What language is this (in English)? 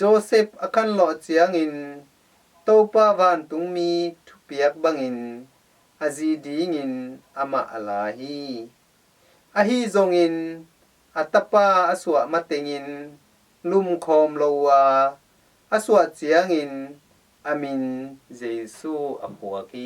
Tedim Chin